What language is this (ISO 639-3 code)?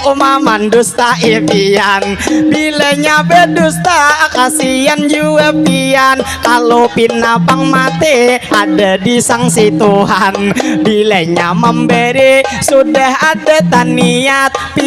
bjn